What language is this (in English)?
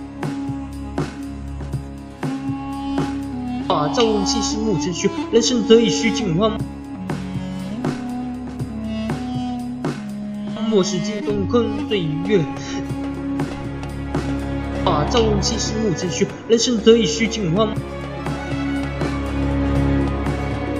Chinese